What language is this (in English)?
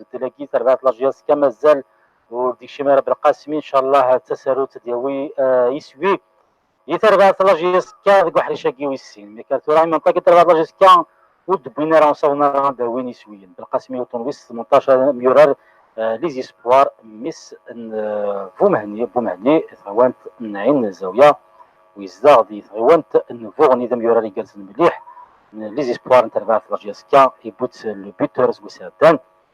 Kabyle